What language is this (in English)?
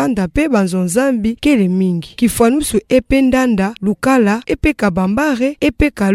Kituba (Democratic Republic of Congo)